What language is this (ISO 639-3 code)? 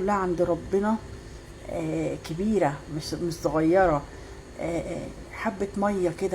arz